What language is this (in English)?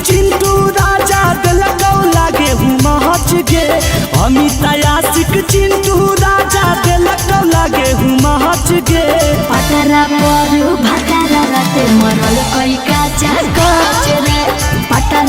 Magahi